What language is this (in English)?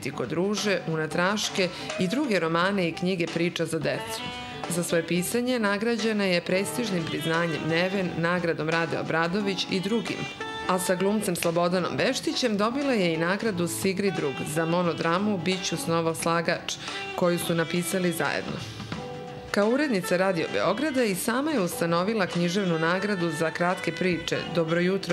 Serbian